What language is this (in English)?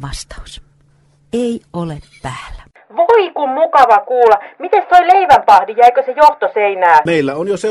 Finnish